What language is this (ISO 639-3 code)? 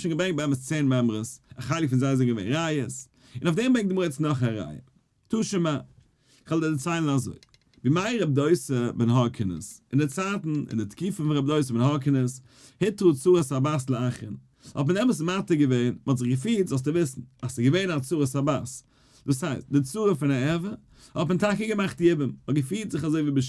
yid